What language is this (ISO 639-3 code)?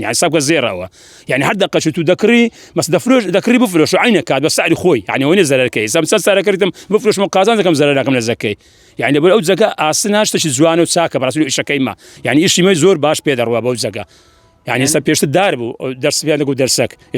ckb